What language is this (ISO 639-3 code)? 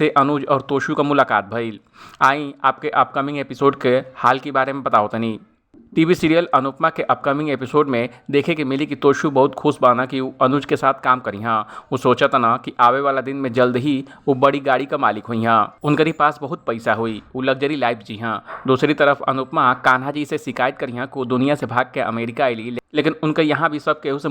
bho